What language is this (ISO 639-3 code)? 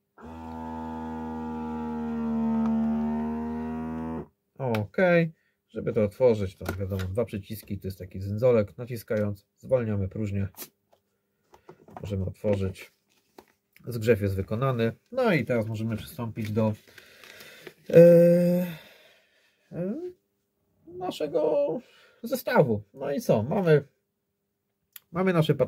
pol